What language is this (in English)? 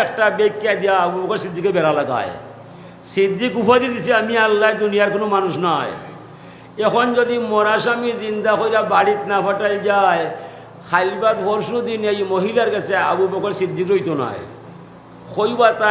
Sylheti